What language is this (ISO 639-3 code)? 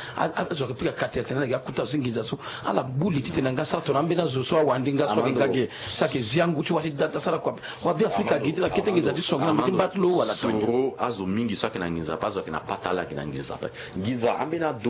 sag